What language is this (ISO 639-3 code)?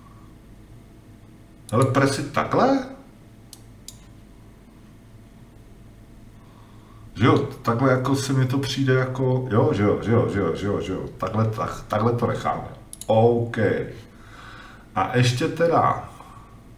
ces